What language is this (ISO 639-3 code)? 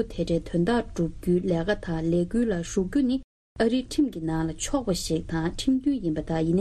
bod